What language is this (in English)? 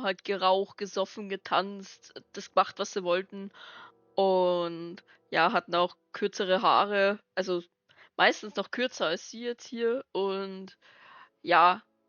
Bavarian